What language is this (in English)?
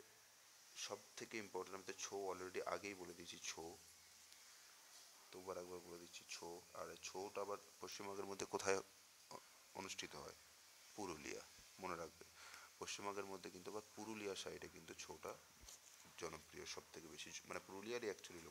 Bangla